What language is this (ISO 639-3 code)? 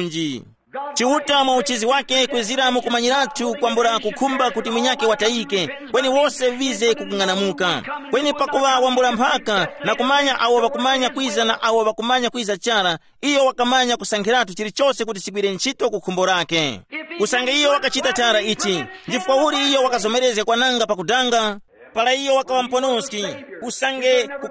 tum